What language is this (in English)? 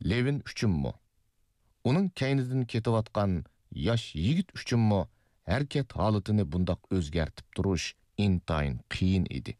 Uyghur